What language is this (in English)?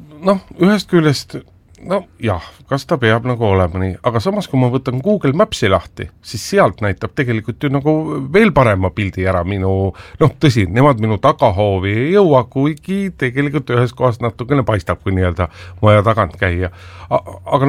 Estonian